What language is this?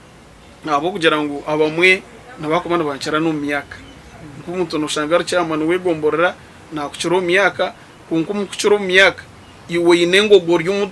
Nyankole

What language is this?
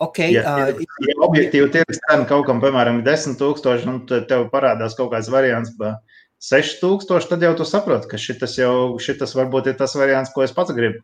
Latvian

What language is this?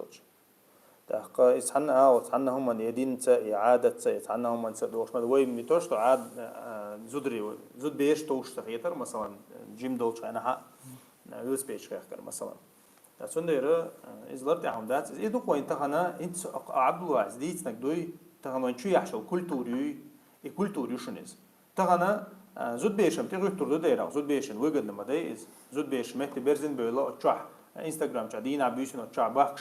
Chechen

